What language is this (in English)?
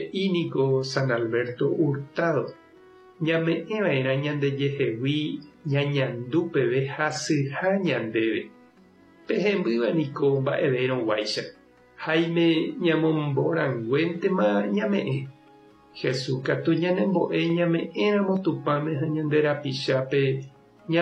Guarani